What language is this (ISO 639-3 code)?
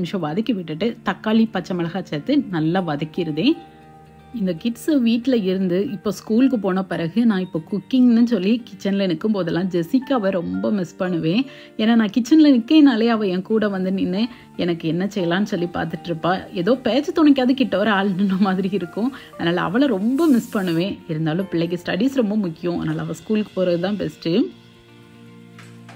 tam